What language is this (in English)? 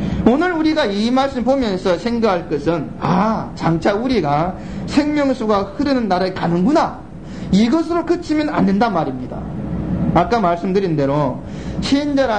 Korean